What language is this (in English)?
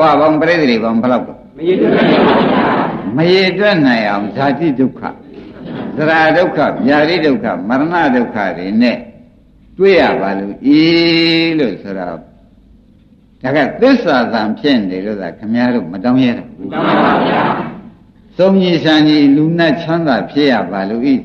Burmese